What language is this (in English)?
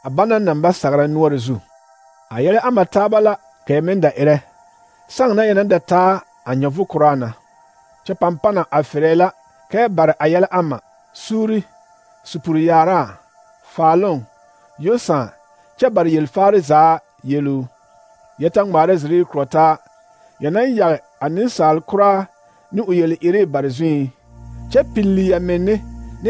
Southern Dagaare